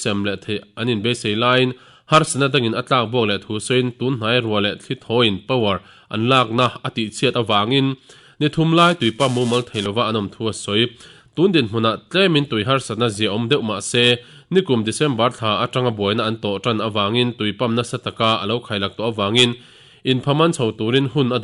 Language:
Mizo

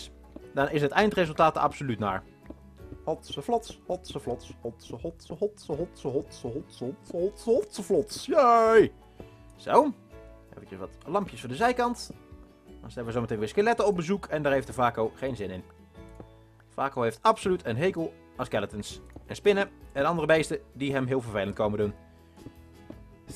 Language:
Dutch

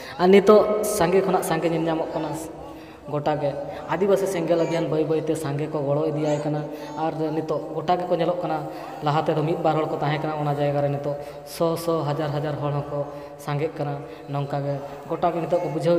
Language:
Santali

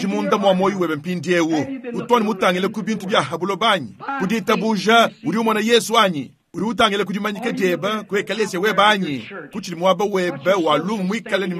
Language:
Luba-Lulua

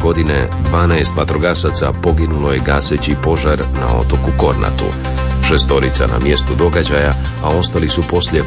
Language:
Croatian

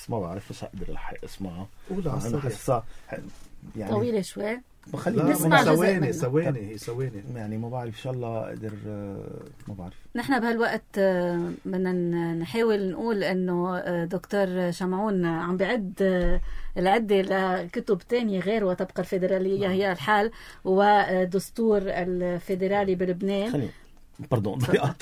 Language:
North Levantine Arabic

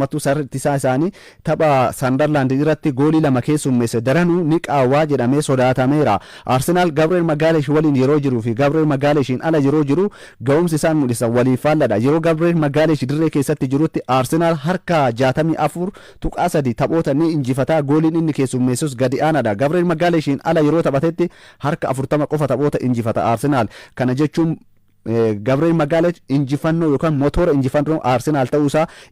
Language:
Oromo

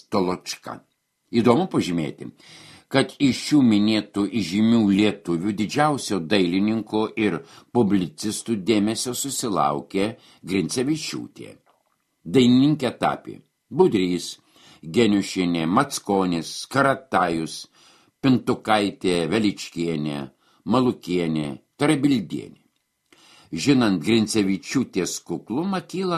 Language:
Lithuanian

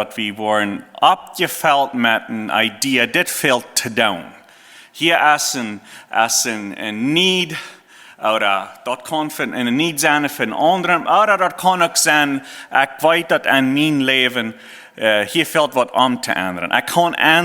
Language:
Plautdietsch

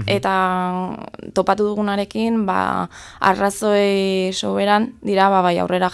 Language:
Basque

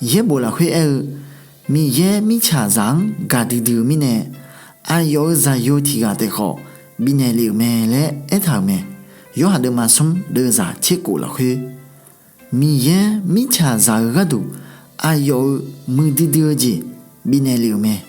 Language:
Akha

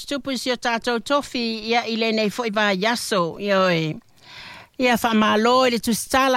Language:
Samoan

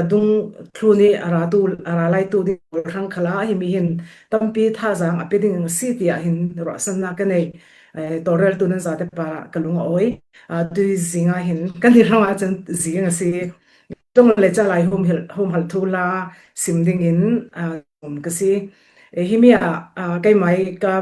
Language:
Falam Chin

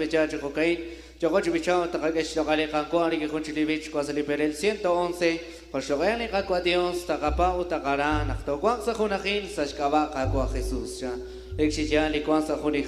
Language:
Kekchí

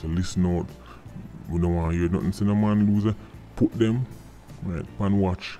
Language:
Jamaican Creole English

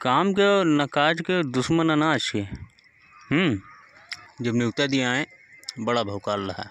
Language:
Awadhi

